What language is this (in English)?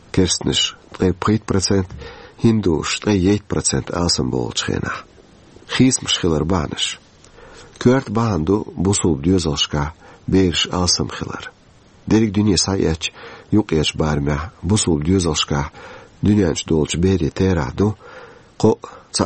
Chechen